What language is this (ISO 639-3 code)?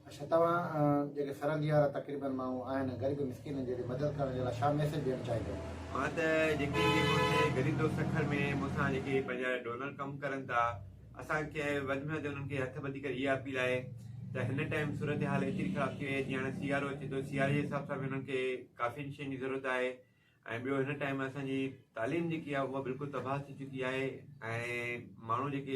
snd